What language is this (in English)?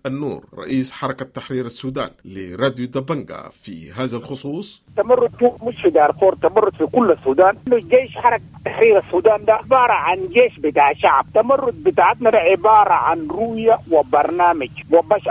Sudanese Arabic